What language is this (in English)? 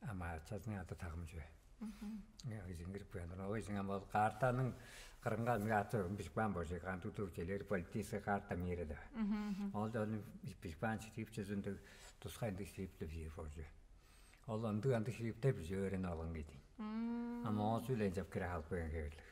Tuvinian